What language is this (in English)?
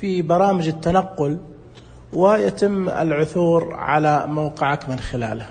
Najdi Arabic